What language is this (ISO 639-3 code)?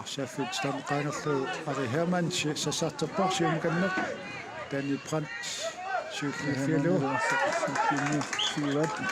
kal